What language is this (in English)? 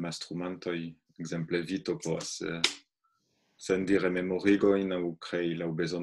Esperanto